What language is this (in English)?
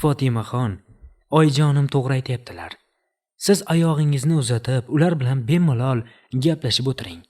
Uzbek